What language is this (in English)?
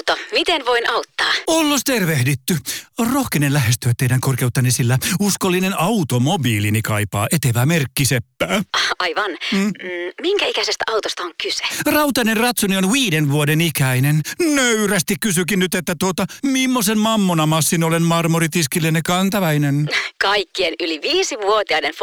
Finnish